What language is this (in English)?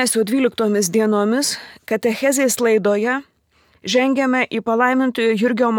Lithuanian